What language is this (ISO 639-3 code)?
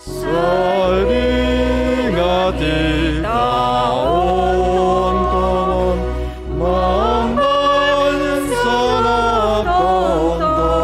bts